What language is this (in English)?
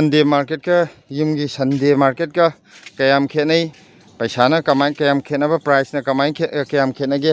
Manipuri